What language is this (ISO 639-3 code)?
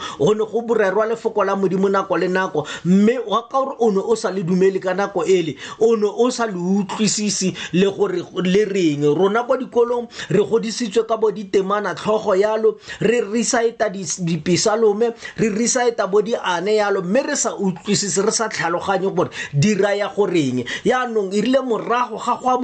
tsn